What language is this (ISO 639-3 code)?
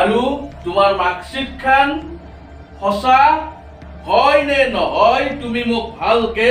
asm